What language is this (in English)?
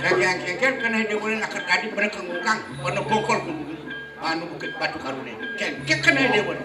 Balinese